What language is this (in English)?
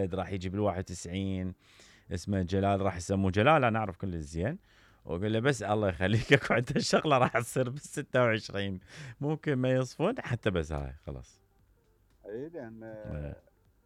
Mesopotamian Arabic